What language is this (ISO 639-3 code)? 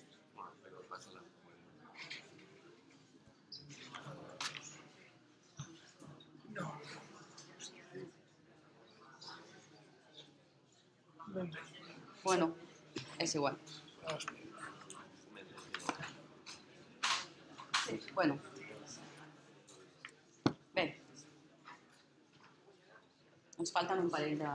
cat